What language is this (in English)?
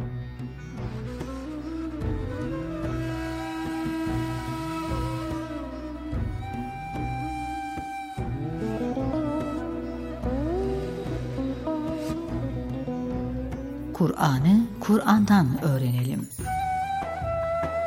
Turkish